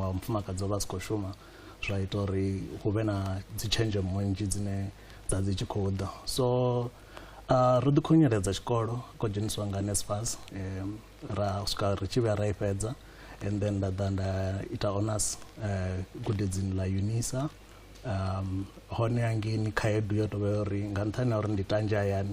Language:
Venda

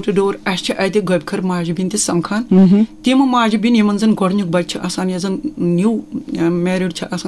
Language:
Kashmiri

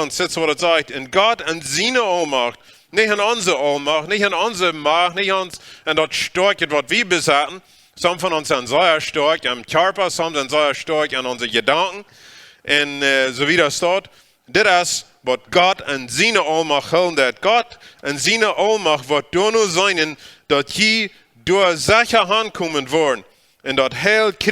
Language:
Plautdietsch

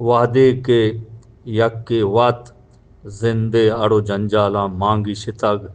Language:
Eastern Balochi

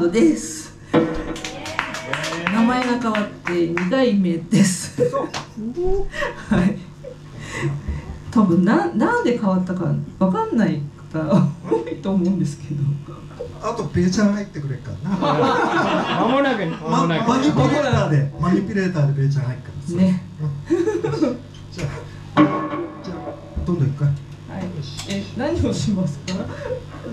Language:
Japanese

